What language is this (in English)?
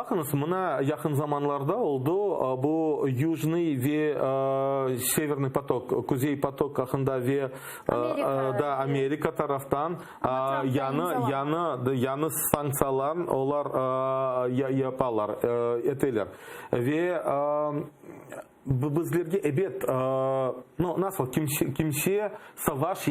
Crimean Tatar